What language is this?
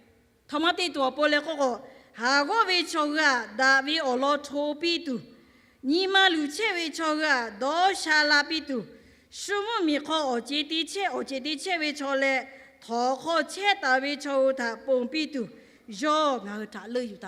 Lahu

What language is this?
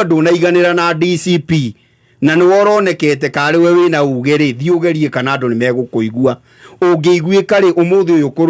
Kikuyu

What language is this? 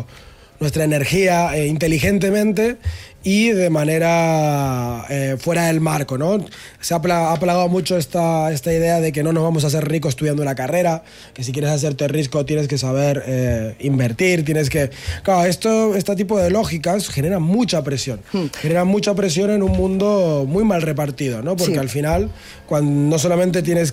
Spanish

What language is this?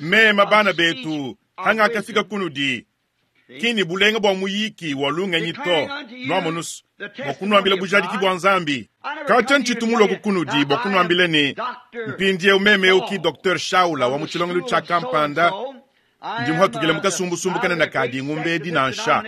Luba-Lulua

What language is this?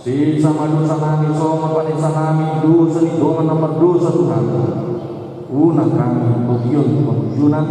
Batak Toba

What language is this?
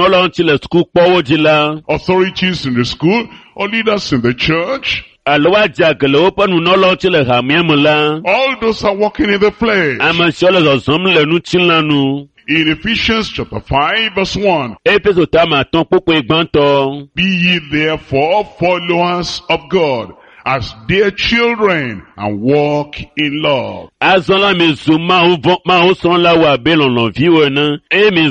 Ewe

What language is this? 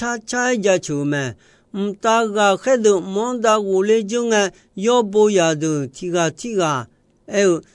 Akha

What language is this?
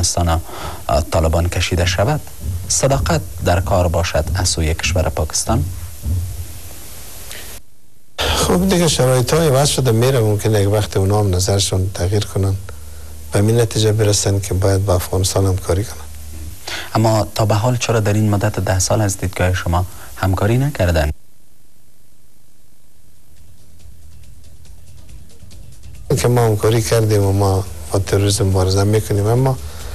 Persian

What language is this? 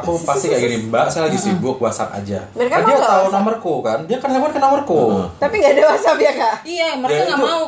Indonesian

